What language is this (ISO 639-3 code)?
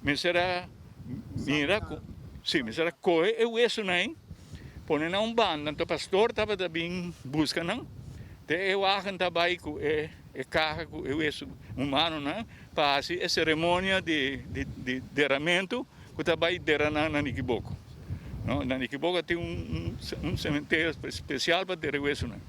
pap